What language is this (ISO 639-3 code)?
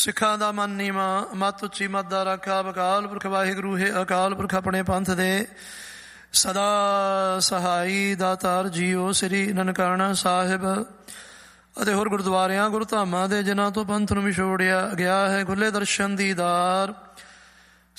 pan